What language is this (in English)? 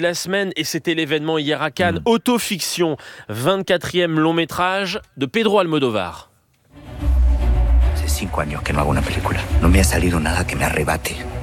French